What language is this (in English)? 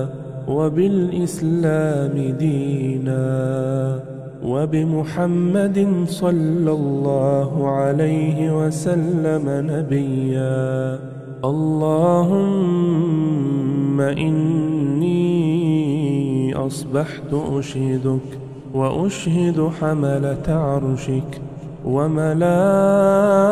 Arabic